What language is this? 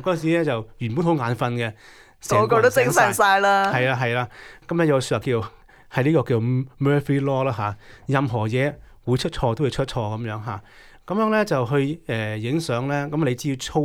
Cantonese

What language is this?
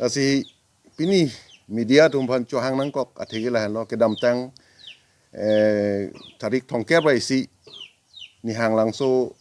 Karbi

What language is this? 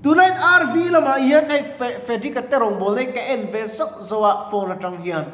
Mizo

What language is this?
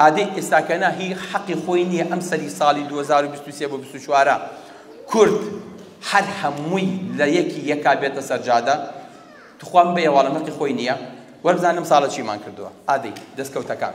Central Kurdish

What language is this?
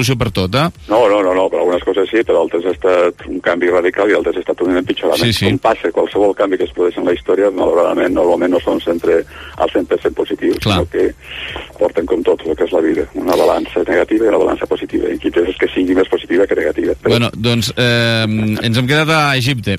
Catalan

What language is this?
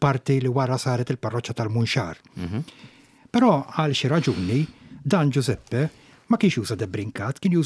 Maltese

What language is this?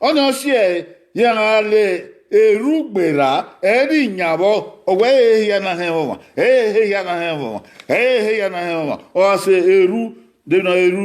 Bini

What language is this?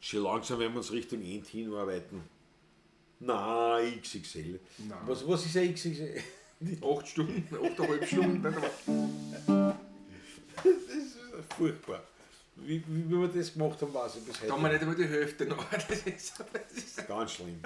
Bavarian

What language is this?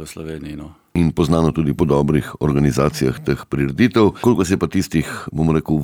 Slovenian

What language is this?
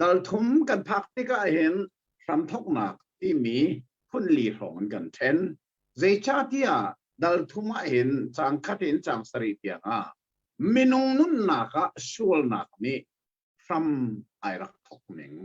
Hakha Chin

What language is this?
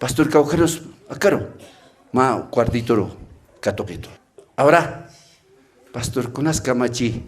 Aymara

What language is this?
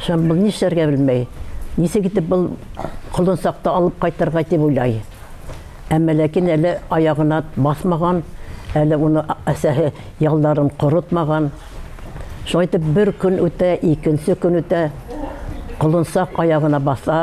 Bashkir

